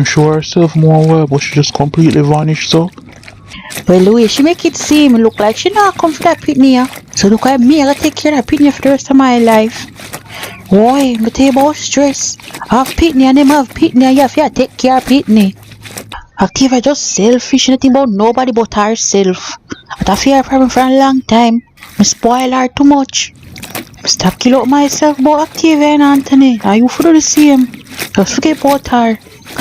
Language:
Jamaican Creole English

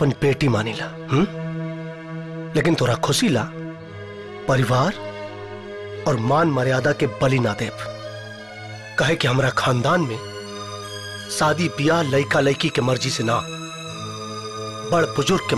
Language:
Bhojpuri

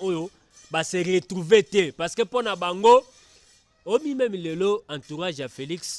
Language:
Lingala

